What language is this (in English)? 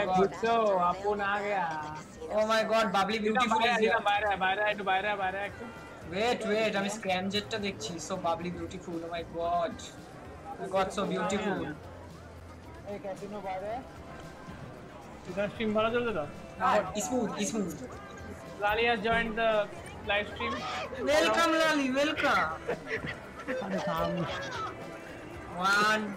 Bangla